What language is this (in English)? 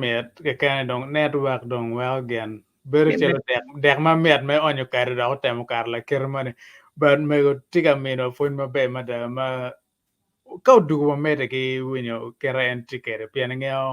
Acoli